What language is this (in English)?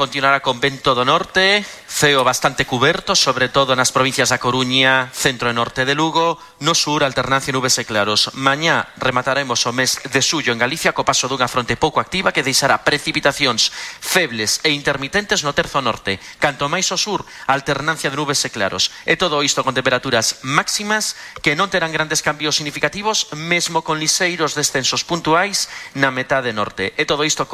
Galician